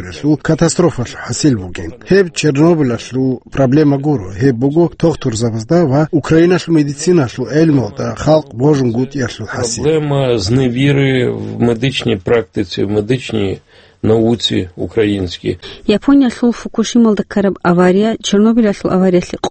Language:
Avaric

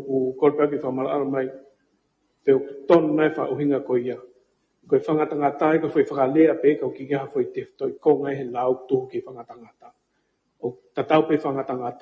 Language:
Tongan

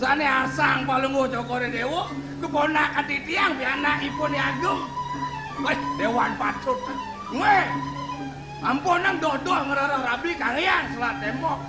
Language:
Balinese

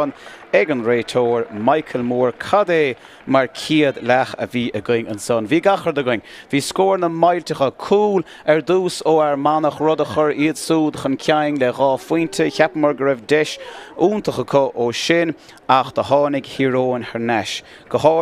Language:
Irish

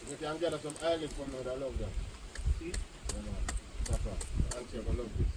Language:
Jamaican Creole English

